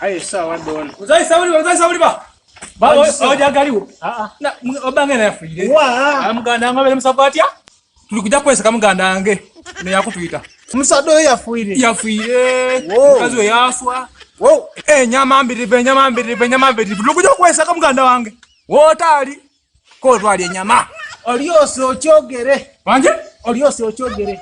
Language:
Soga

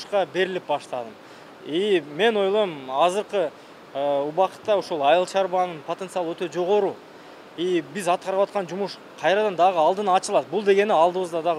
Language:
Kyrgyz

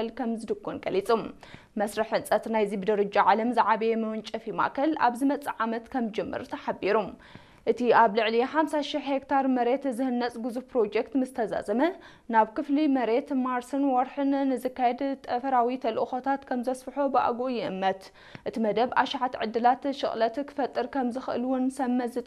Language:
Tigrinya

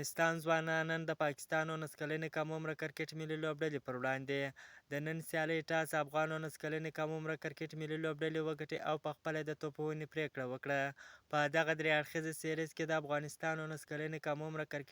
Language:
Pashto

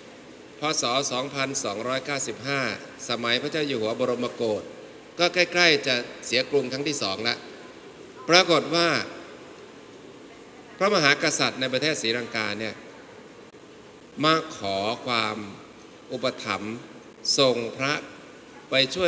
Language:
Thai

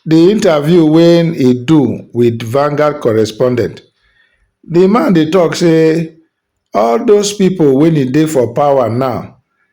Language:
Nigerian Pidgin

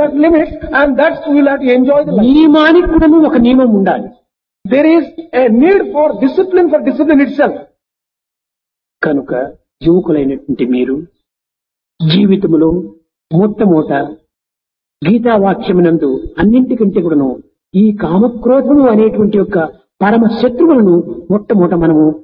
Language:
Telugu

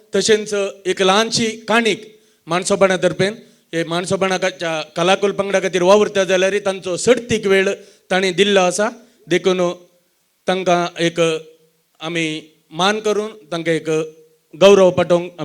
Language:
Konkani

